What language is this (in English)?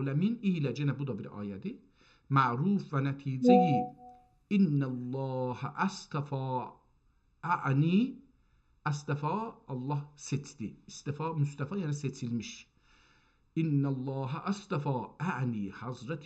South Azerbaijani